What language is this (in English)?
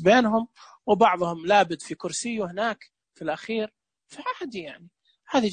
Najdi Arabic